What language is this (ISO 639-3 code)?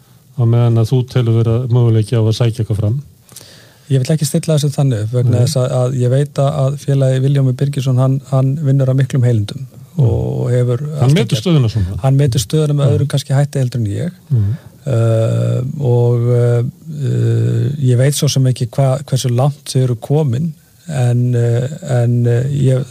isl